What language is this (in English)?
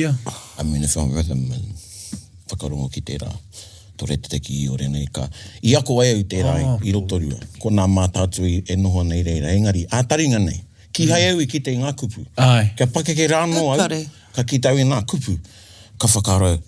Māori